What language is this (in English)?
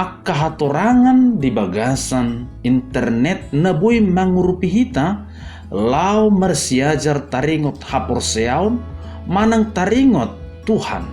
Batak Toba